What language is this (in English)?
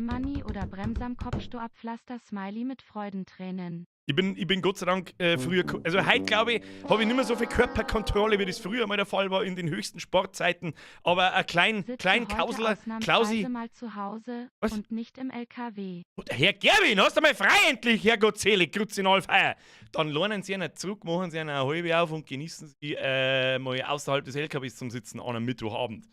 Bavarian